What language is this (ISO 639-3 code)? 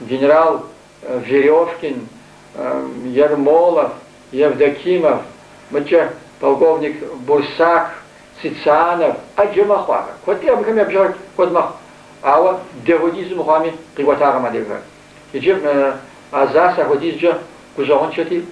kbd